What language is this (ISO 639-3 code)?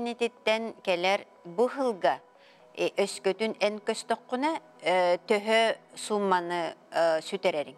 sah